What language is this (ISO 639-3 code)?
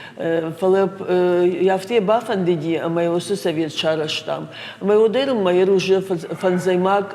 oss